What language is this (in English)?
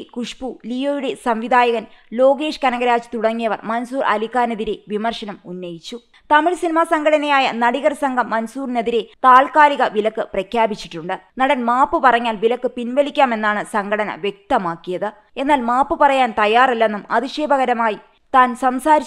Malayalam